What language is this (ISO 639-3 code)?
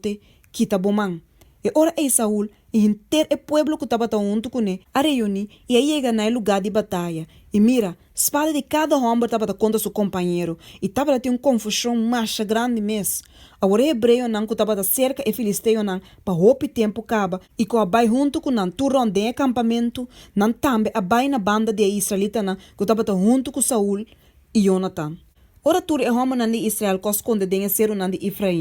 pap